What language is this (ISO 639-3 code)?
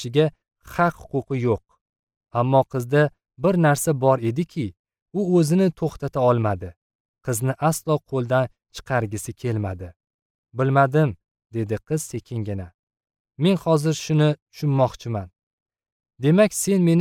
uzb